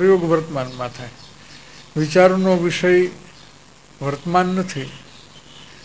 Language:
Gujarati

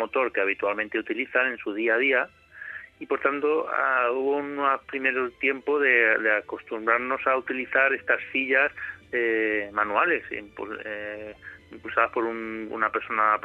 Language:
Spanish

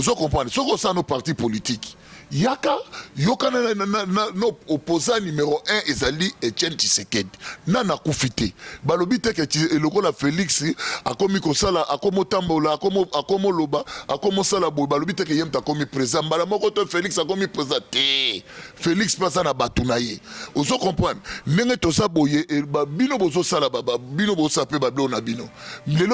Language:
Lingala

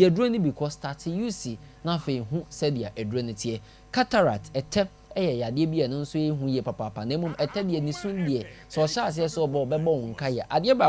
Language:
Akan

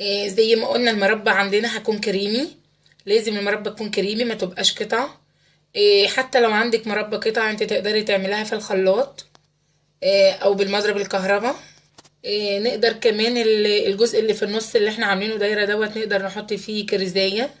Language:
Egyptian Arabic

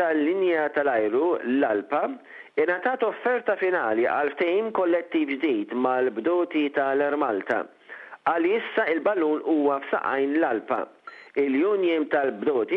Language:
Maltese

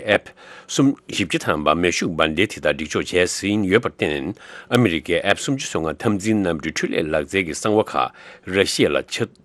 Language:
Tibetan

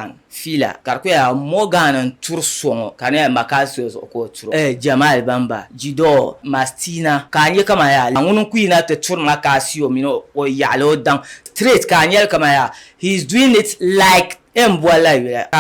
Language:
Dagbani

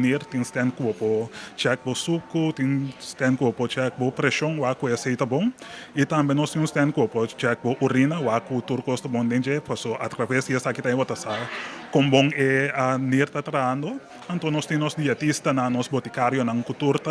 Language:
Papiamento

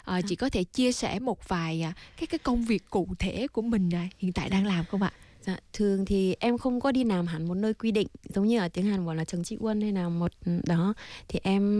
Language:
Vietnamese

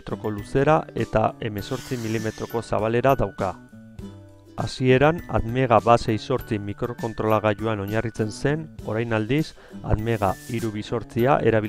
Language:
Basque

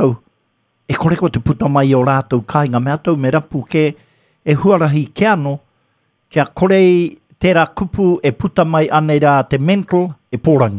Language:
Māori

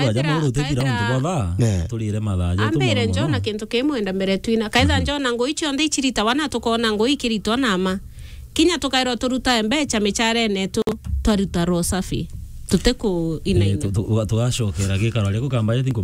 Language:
Meru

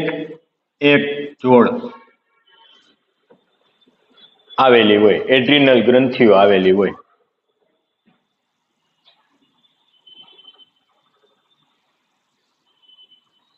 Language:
Gujarati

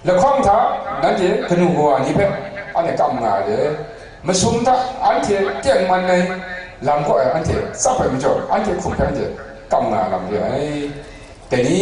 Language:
Kachin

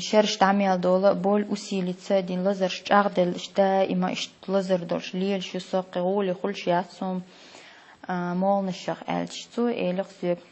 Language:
Chechen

